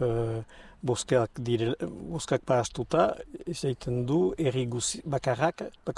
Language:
Basque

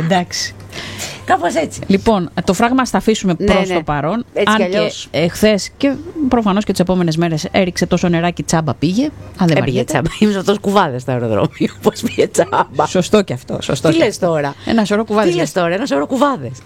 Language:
Greek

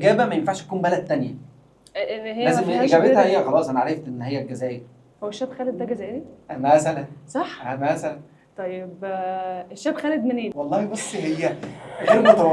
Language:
Egyptian Arabic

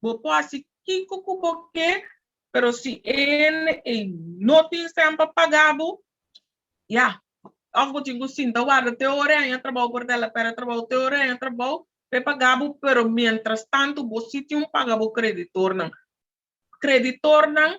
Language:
Papiamento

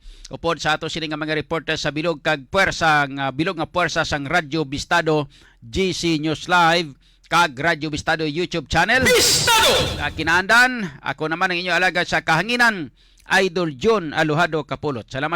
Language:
Hiligaynon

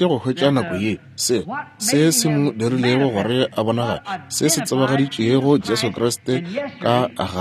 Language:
Northern Sotho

